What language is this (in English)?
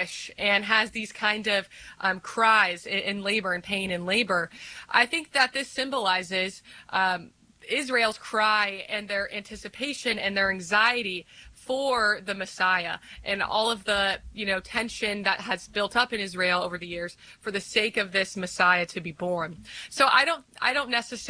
English